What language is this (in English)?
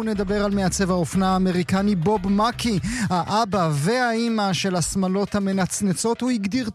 Hebrew